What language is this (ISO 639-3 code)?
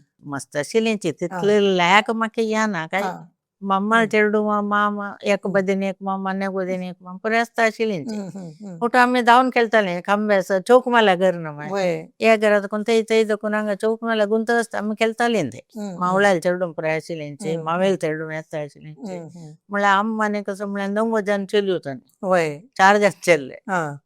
kok